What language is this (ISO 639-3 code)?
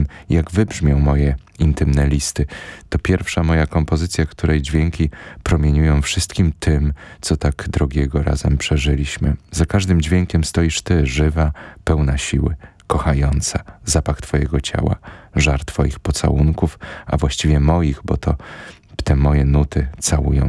pol